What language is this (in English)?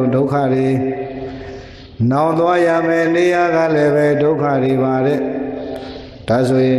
Burmese